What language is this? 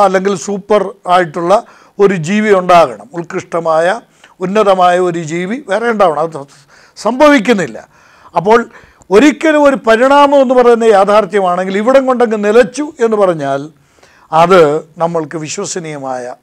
Malayalam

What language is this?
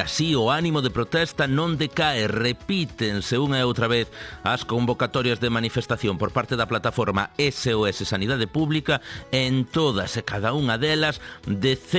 Galician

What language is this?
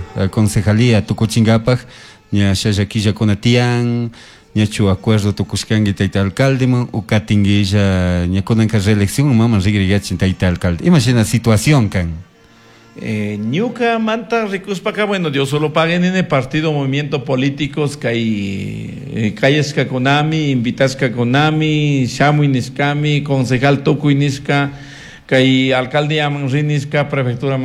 Chimborazo Highland Quichua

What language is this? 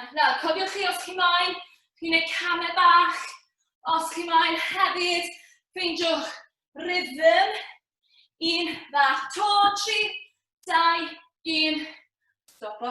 Welsh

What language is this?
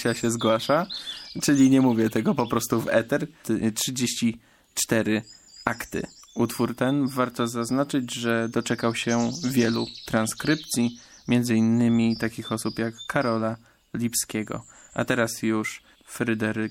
Polish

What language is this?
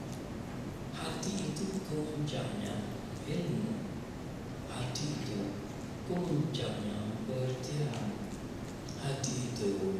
Malay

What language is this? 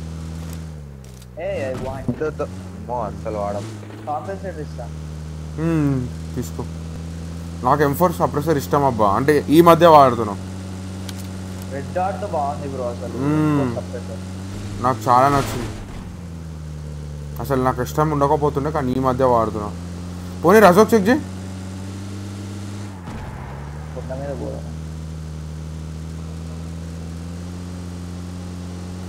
Telugu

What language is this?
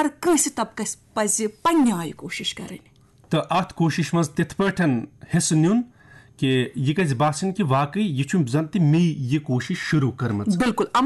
Kashmiri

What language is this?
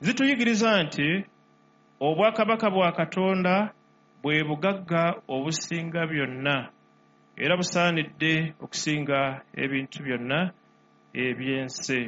Ganda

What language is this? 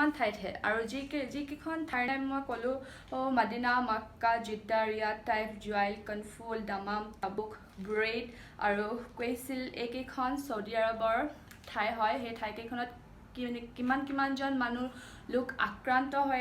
Assamese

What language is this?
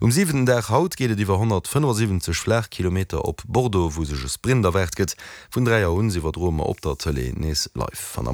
Luxembourgish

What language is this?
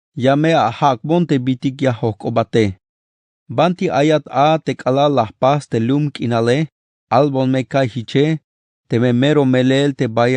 Tzeltal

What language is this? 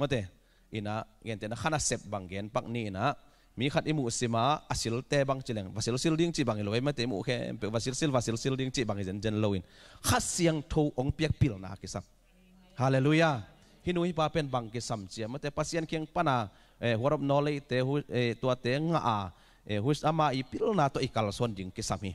Tedim Chin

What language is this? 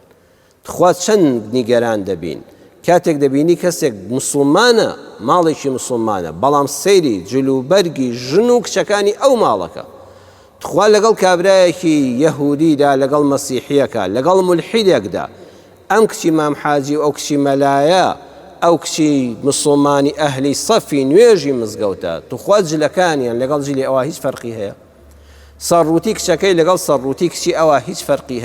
Central Kurdish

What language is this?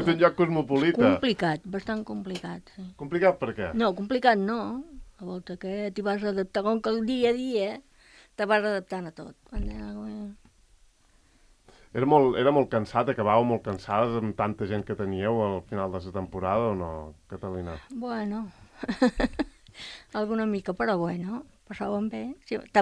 Catalan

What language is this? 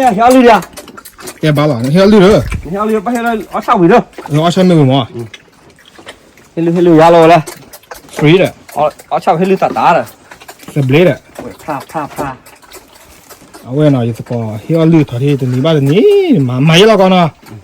S'gaw Karen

